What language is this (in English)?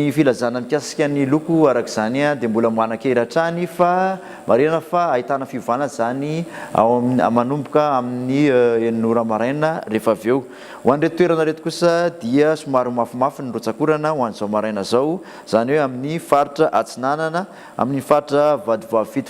Malagasy